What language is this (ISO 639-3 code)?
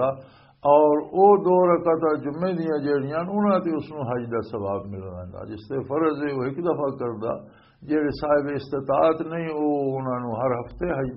lah